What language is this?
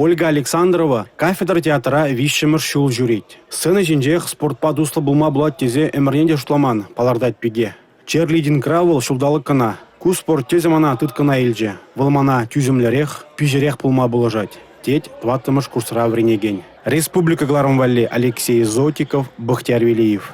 Chuvash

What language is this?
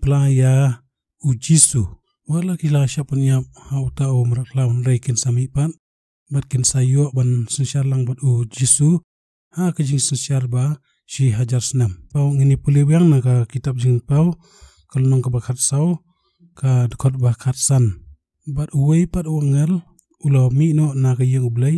Khasi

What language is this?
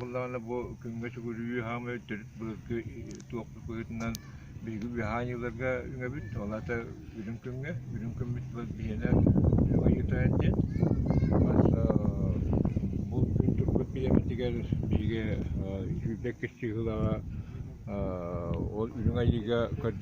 Yakut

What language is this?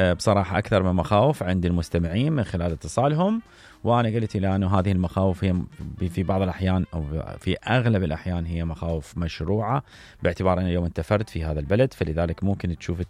Mesopotamian Arabic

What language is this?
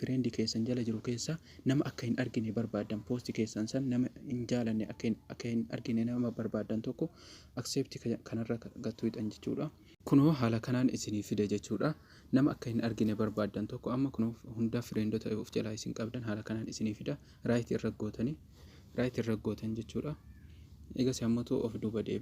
Oromo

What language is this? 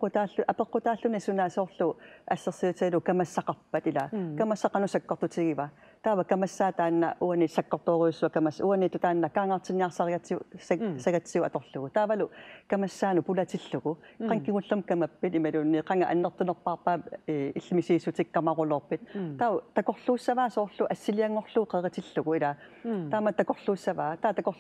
Kalaallisut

